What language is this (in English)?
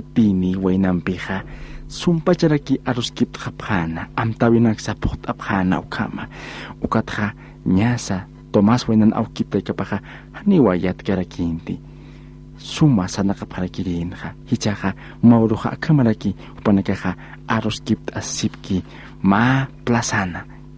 Aymara